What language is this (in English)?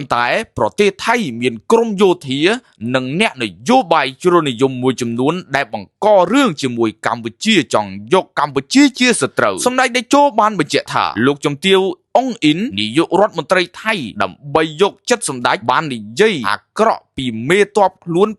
Khmer